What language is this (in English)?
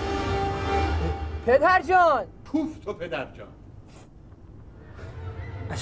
Persian